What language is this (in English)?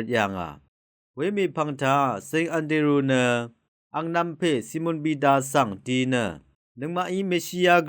Rawang